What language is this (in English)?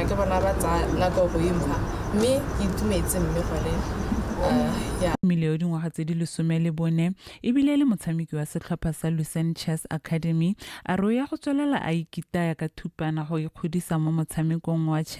Tswana